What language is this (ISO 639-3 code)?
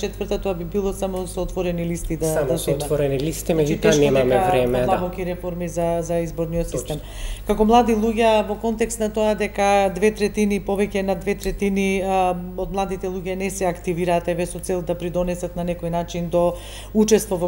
mkd